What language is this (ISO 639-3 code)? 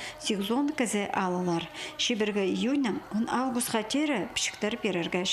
kjh